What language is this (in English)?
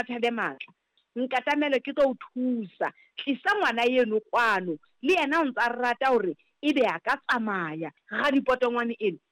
Southern Sotho